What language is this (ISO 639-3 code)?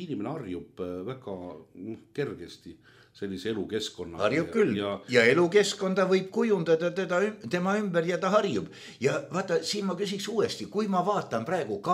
est